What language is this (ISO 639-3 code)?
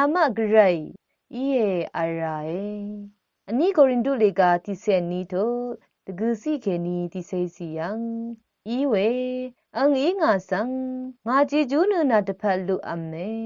raw